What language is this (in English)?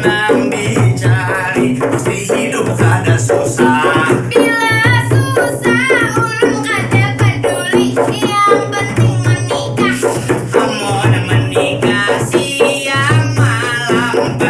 Banjar